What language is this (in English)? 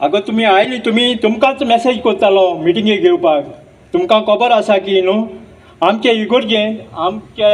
Konkani